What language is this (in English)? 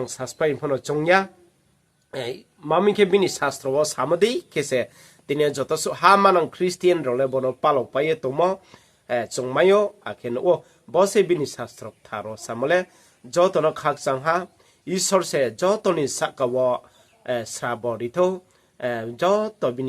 Riang (India)